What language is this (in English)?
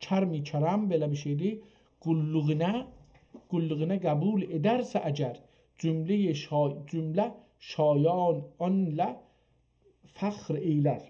South Azerbaijani